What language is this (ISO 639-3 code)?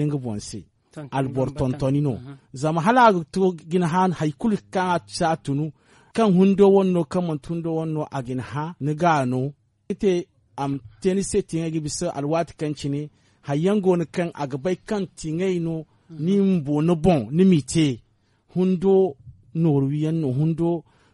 dje